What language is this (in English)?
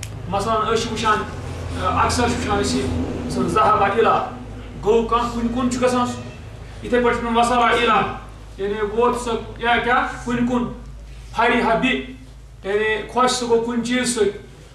Kashmiri